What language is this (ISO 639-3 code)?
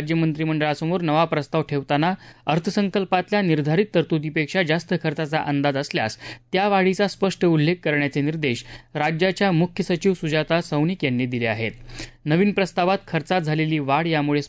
mar